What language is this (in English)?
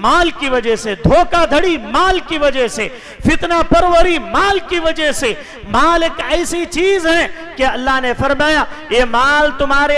Urdu